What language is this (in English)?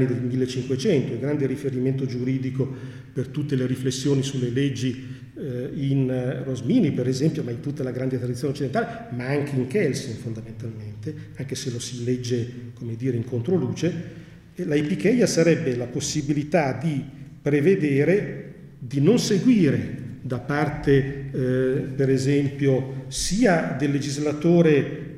Italian